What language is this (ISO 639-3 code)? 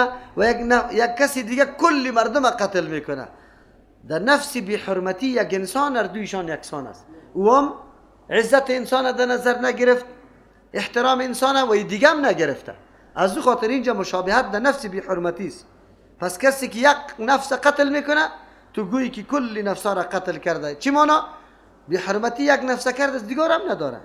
fas